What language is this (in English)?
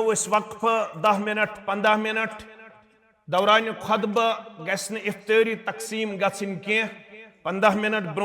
Kashmiri